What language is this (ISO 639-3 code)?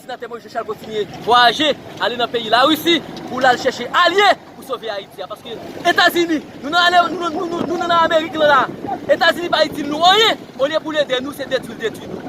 hat